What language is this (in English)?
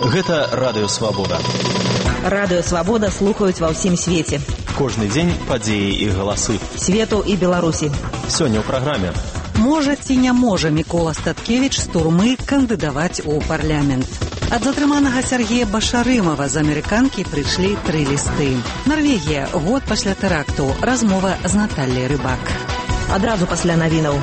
Belarusian